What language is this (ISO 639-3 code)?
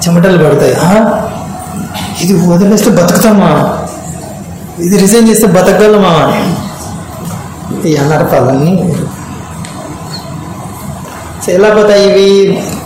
tel